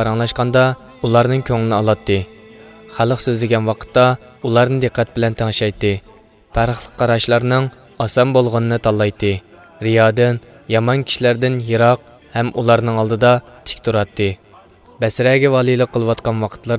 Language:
Uyghur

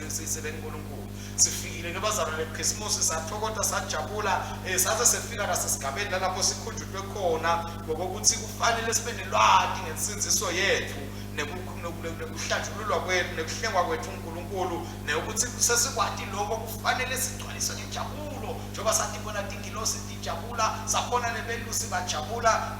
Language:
Swati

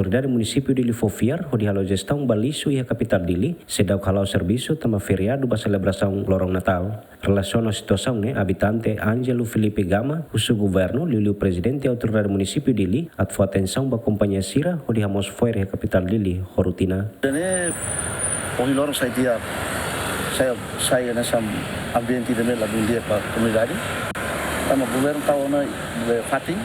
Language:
Tetum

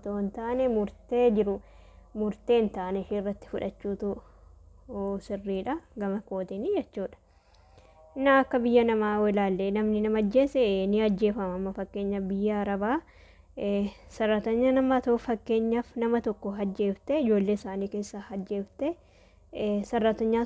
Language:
Oromo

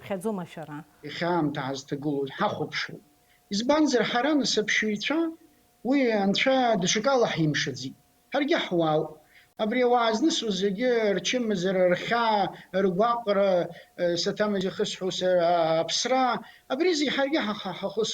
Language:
Abkhazian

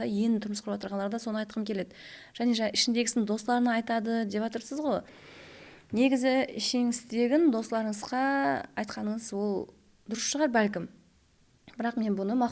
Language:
Kara-Kalpak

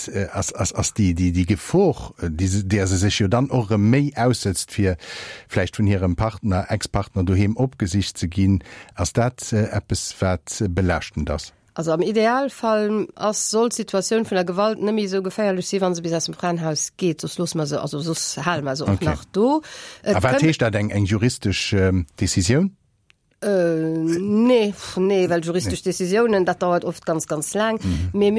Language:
Luxembourgish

